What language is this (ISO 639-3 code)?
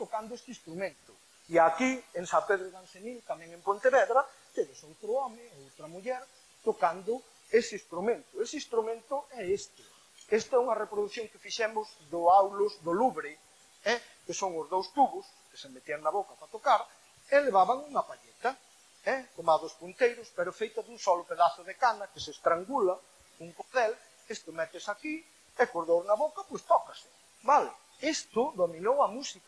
glg